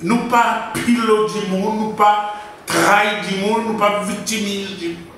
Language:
Seselwa Creole French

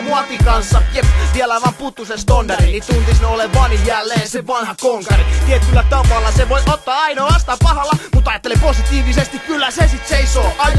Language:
Finnish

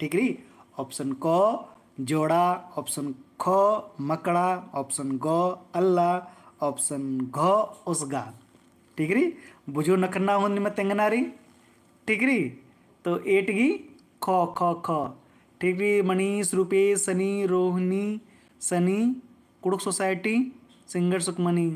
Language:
Kurukh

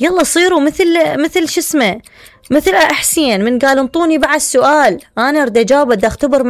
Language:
Mesopotamian Arabic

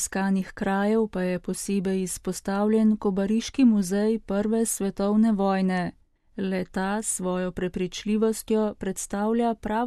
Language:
Slovenian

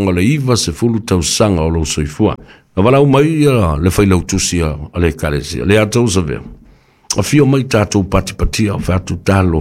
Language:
Samoan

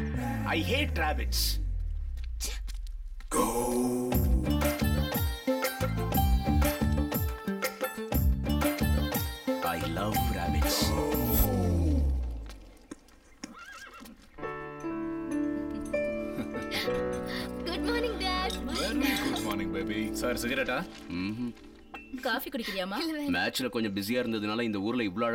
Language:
Tamil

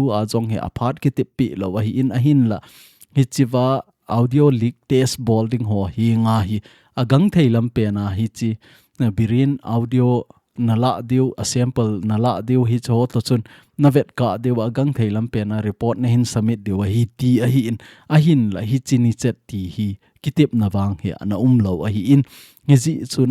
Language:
Thado Chin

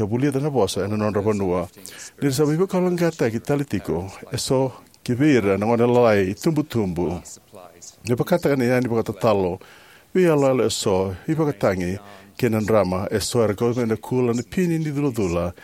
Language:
Fijian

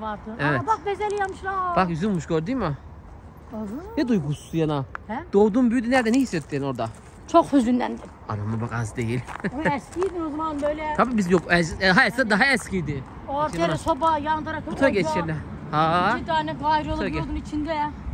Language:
Turkish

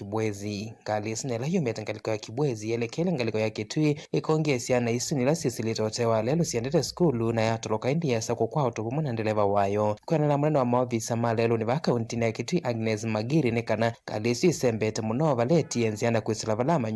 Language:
Kamba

